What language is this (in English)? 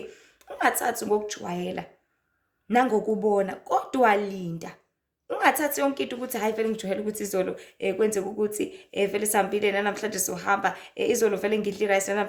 Zulu